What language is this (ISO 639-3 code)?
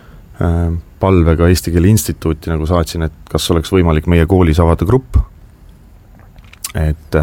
est